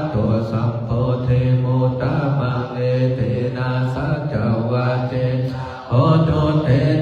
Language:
Pali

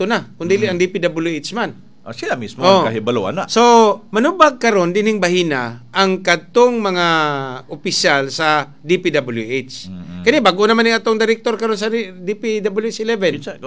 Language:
Cebuano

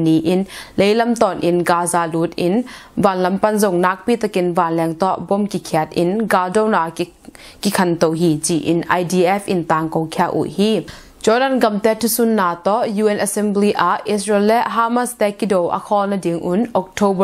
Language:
Tedim Chin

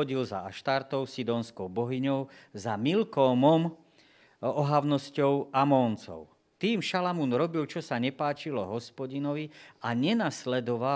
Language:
Slovak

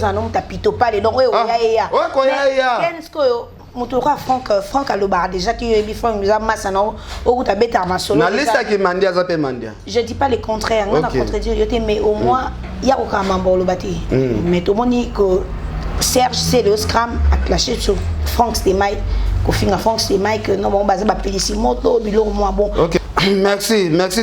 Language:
Lingala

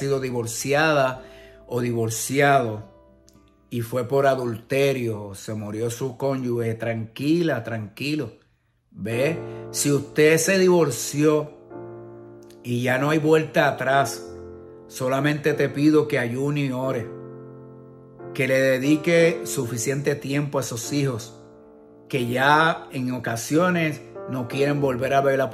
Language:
Spanish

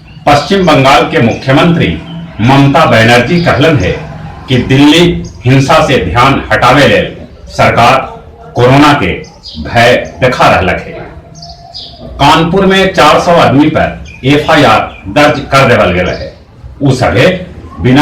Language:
Magahi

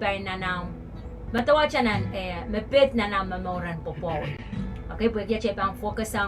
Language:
Pohnpeian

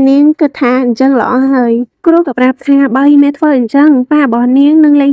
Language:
Khmer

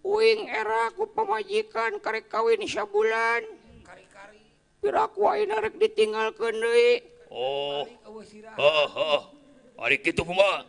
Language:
Sundanese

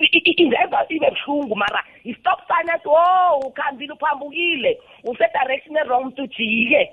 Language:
South Ndebele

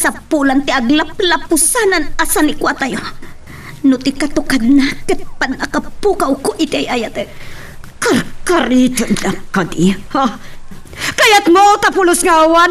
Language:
Iloko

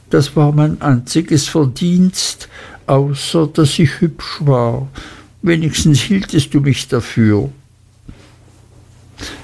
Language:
German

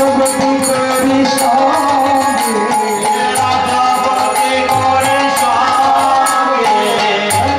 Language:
Bangla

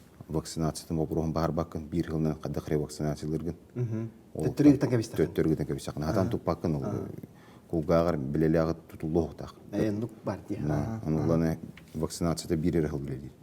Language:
Yakut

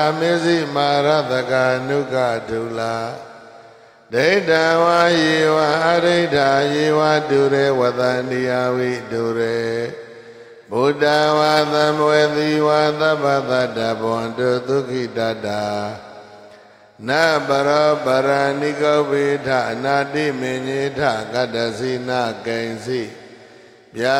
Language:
Burmese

